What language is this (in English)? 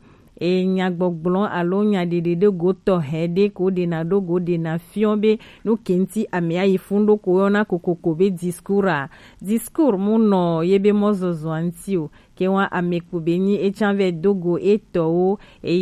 Gen